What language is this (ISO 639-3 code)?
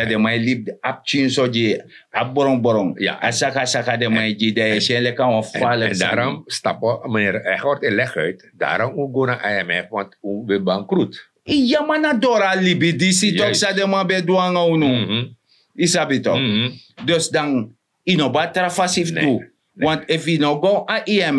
srn